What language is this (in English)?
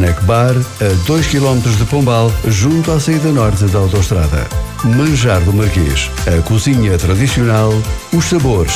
Portuguese